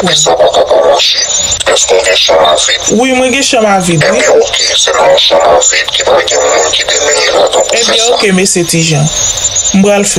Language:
Haitian Creole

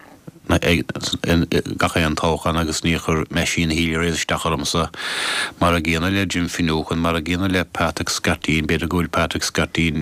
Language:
Irish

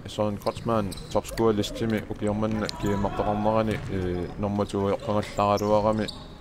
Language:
Kalaallisut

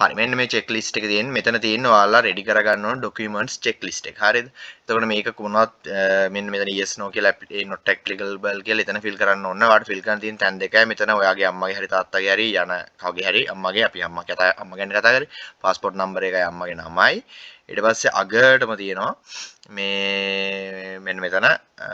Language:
Sinhala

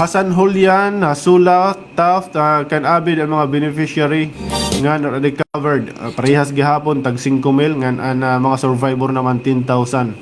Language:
Waray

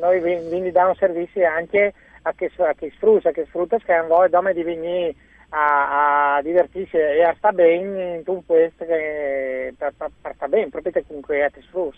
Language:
Friulian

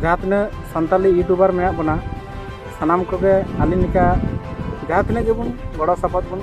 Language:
Santali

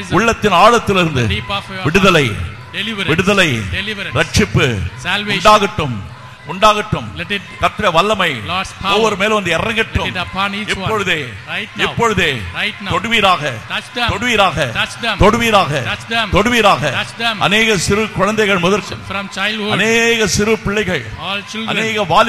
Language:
Tamil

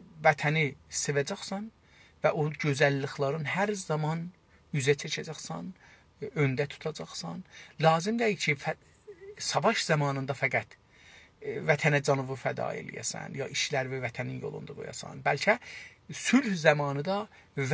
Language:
South Azerbaijani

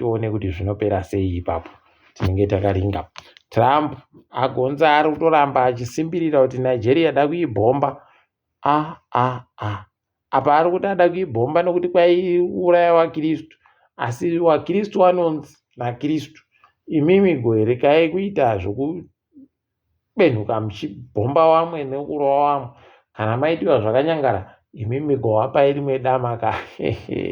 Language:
Ndau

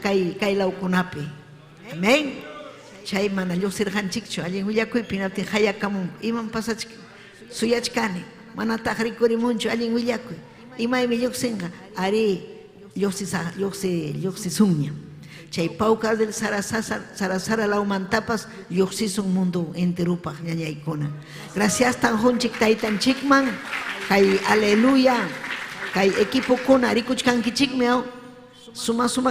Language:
Ayacucho Quechua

